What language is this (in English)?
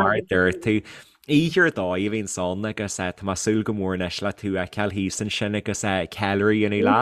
Irish